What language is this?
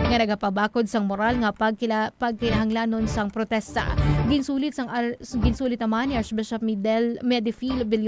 Hiligaynon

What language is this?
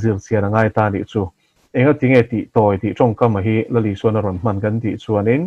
Mizo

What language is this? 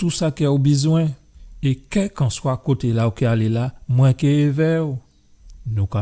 Guadeloupean Creole French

